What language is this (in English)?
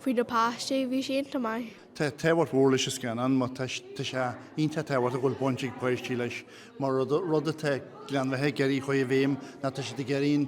Irish